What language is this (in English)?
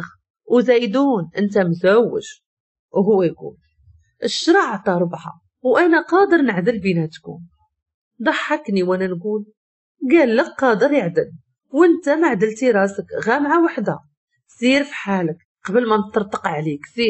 Moroccan Arabic